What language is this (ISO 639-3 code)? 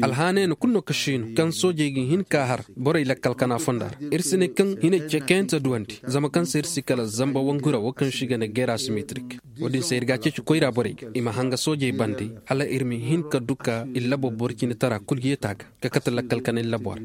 ses